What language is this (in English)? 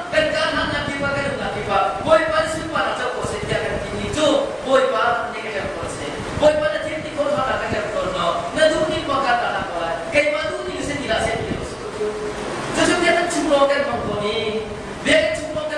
Hakha Chin